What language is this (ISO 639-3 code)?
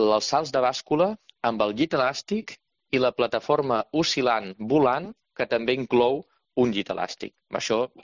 cat